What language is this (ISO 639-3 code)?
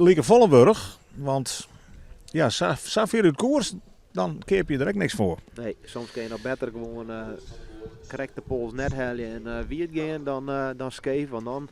fry